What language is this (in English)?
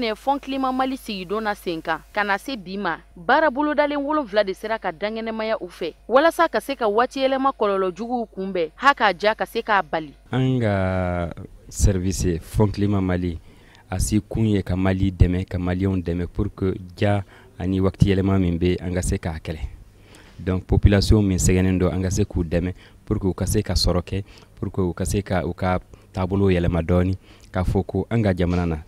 Bambara